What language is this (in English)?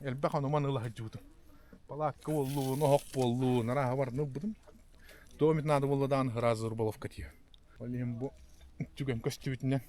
Yakut